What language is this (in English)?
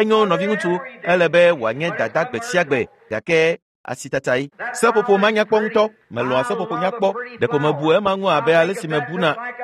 Ewe